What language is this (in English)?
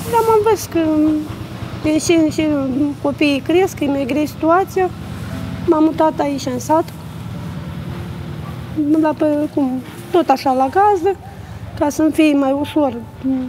Romanian